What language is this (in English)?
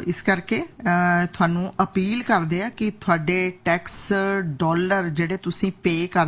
Punjabi